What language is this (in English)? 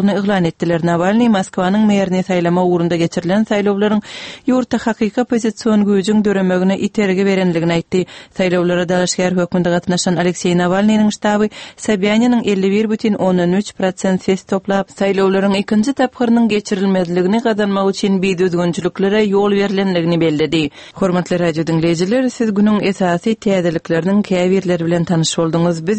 Turkmen